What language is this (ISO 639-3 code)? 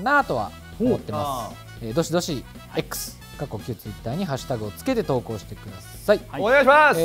jpn